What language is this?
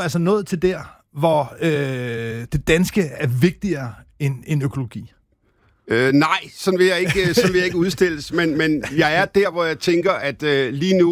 Danish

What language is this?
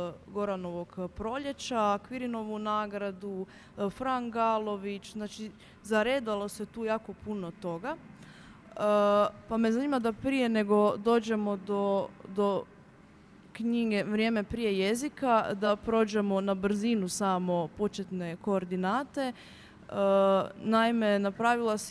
Croatian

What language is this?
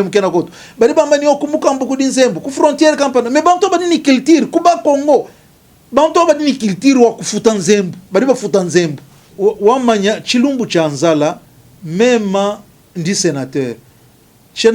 Luba-Lulua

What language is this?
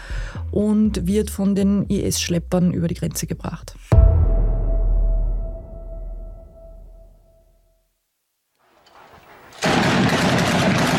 German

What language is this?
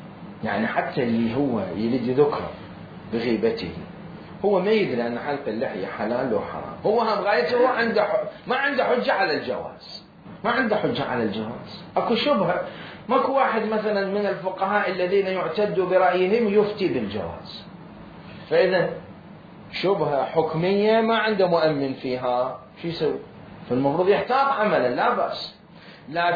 Mesopotamian Arabic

